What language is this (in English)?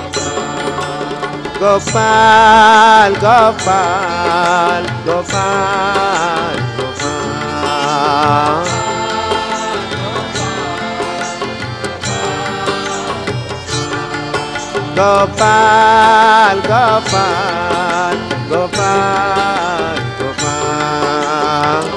Hindi